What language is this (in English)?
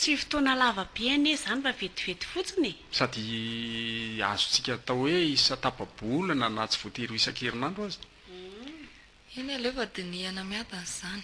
Malagasy